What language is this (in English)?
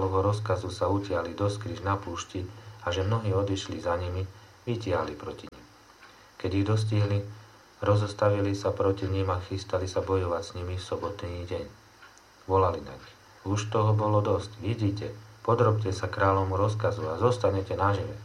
Slovak